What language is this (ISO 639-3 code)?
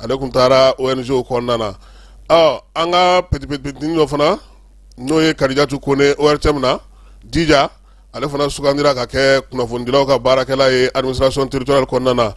bam